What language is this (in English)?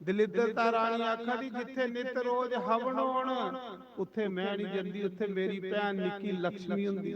Dogri